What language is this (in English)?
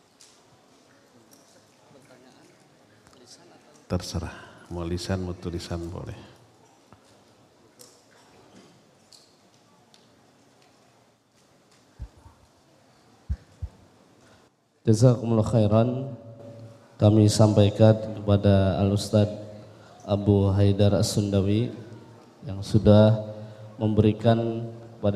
Indonesian